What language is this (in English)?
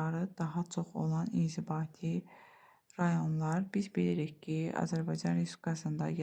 Azerbaijani